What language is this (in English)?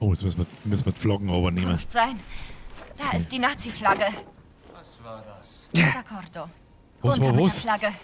Bavarian